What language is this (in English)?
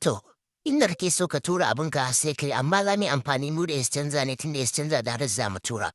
Hausa